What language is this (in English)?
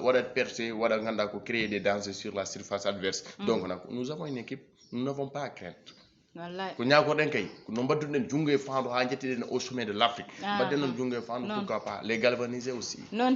Fula